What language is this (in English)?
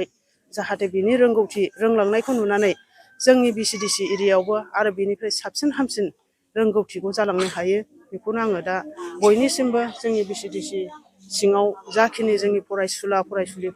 Bodo